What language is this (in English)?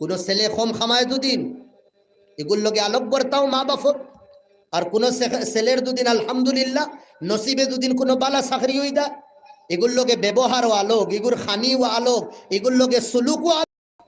Sylheti